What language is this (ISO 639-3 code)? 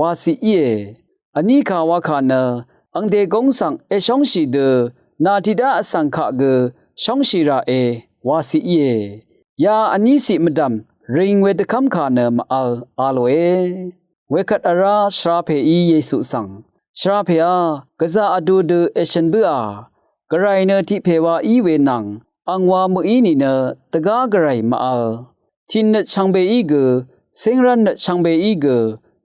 raw